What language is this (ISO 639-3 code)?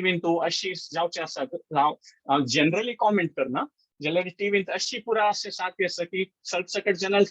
kok